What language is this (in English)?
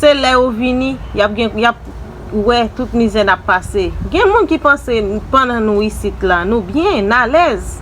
Haitian Creole